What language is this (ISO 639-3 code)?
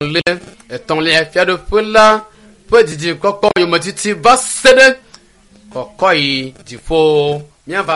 ewe